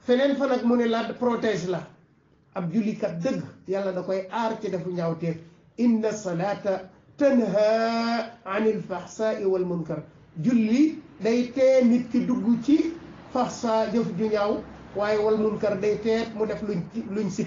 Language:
Wolof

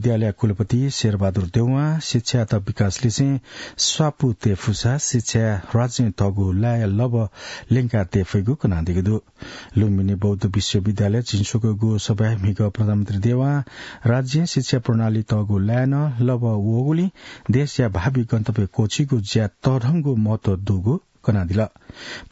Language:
Newari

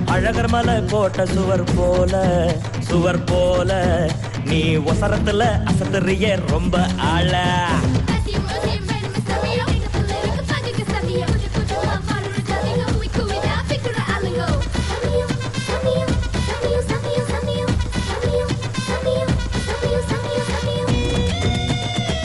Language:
Tamil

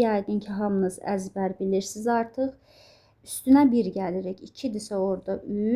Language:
Azerbaijani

